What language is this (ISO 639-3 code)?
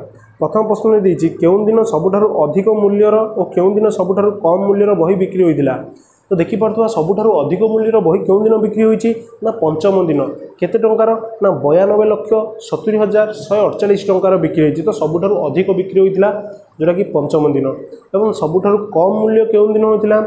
ori